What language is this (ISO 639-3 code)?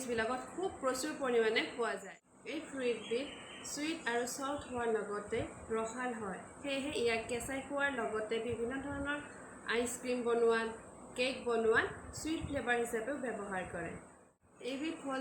asm